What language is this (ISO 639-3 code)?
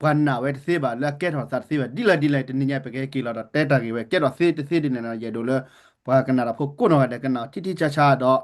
ksw